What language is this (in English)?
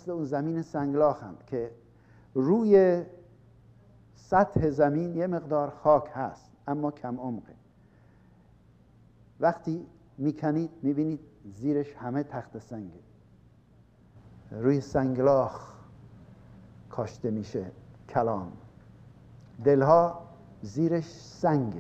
Persian